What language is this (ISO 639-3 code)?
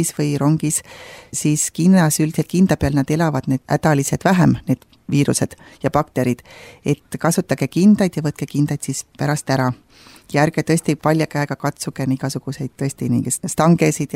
est